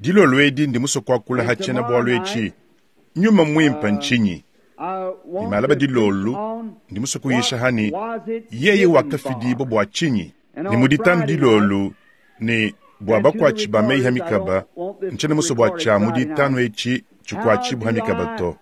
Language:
Luba-Lulua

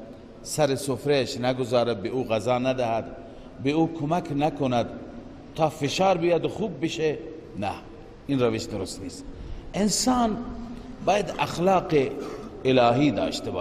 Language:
Persian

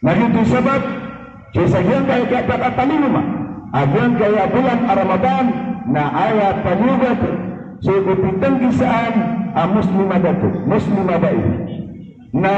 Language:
Maranao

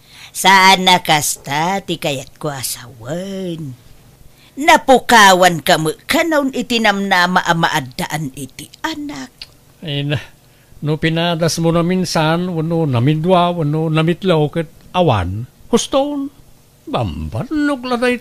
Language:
Iloko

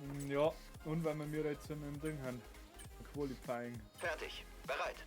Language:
Bavarian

